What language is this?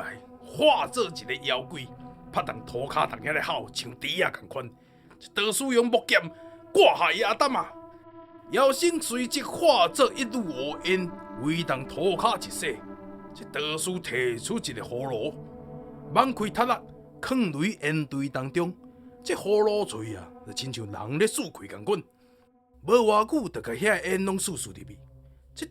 Min Nan Chinese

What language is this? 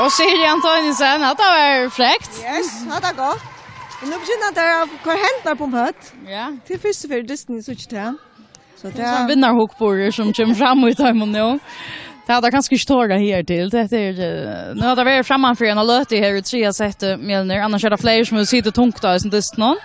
Faroese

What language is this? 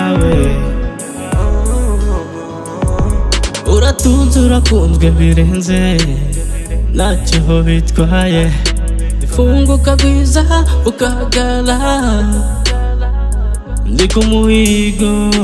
Kinyarwanda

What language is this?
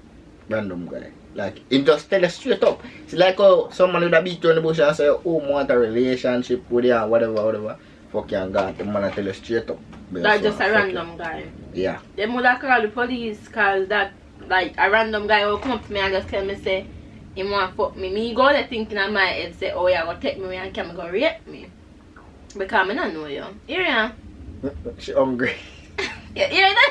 Jamaican Creole English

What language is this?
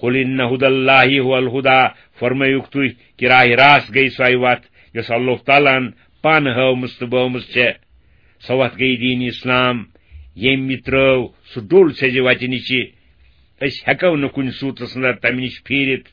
Kashmiri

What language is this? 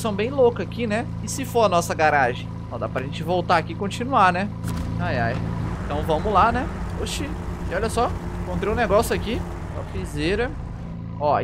Portuguese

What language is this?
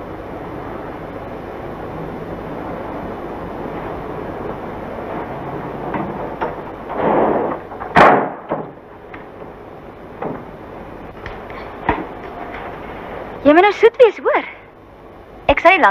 Afrikaans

